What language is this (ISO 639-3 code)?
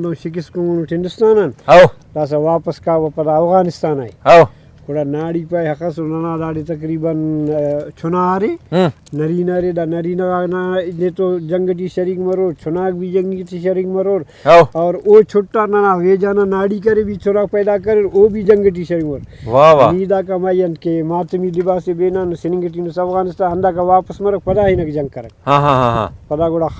brh